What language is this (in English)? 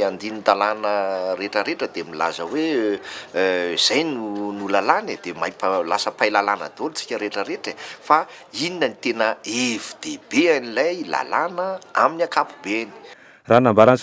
Malagasy